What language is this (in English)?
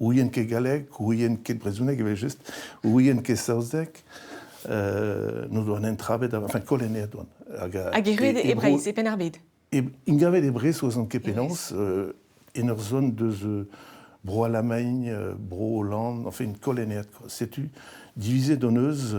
Breton